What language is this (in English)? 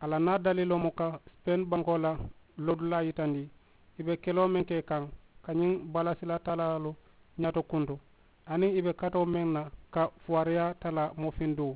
Mandingo